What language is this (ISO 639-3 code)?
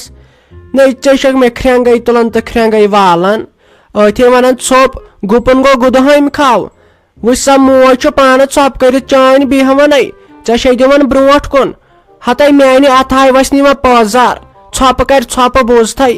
kas